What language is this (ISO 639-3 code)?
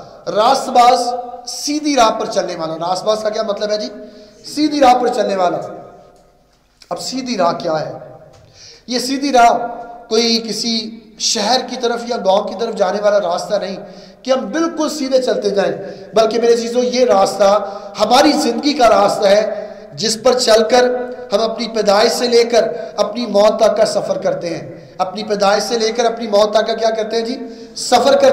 urd